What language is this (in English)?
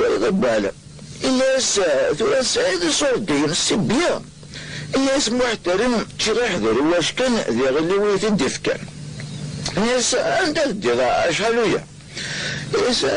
Kabyle